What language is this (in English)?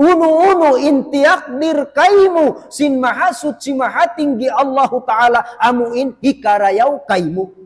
Tausug